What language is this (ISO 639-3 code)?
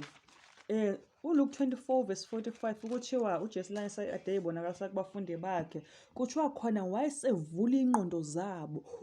zul